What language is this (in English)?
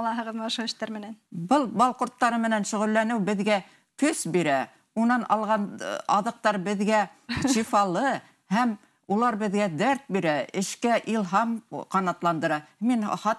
Bashkir